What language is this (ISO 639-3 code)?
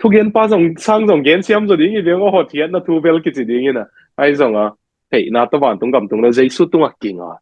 ctd